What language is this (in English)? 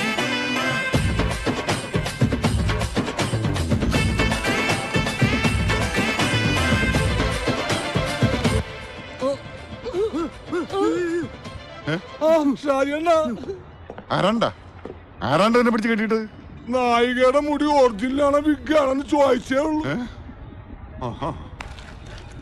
Malayalam